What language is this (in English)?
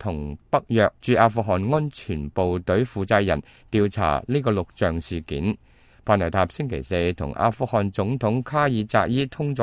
Cantonese